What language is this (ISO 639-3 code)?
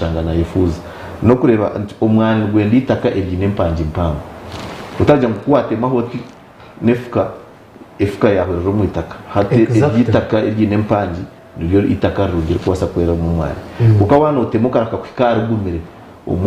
nyn